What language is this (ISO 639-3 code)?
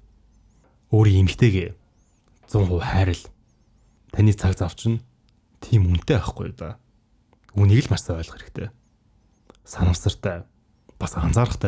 mon